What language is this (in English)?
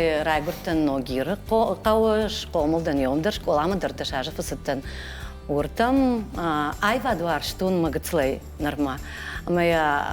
Ossetic